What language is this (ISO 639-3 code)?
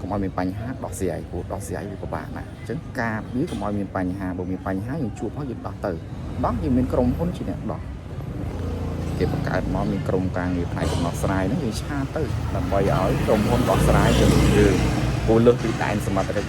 khm